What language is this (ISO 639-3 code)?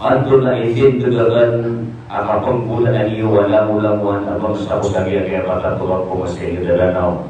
mrw